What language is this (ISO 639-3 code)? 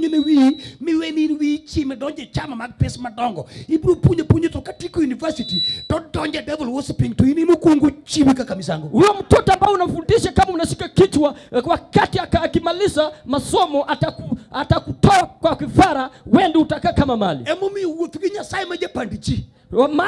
luo